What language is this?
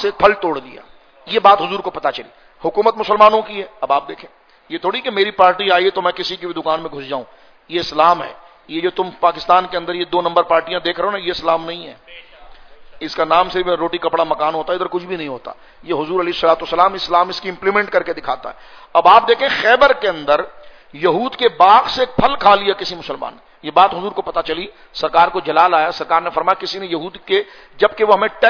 Urdu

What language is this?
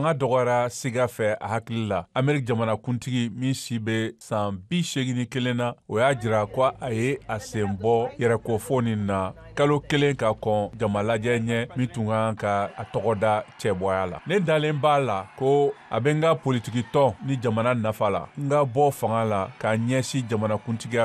Bambara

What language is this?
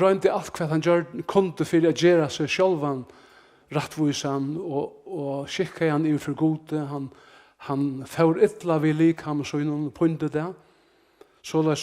Faroese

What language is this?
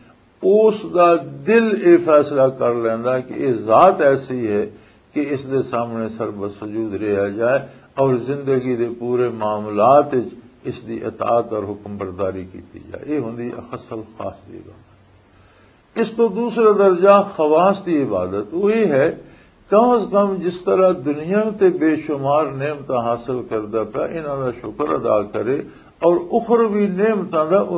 Western Panjabi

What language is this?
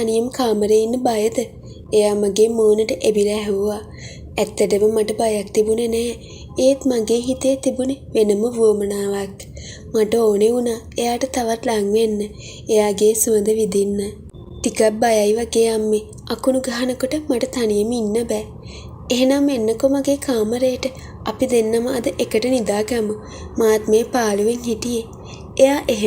Sinhala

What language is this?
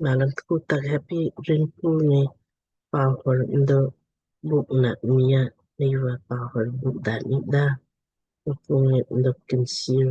Lamkang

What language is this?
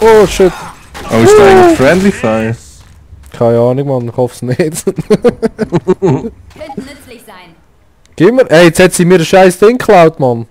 Swiss German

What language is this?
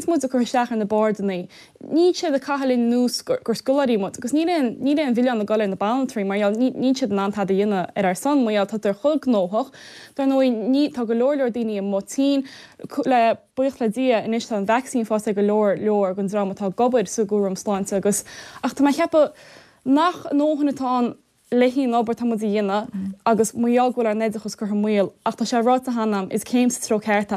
Irish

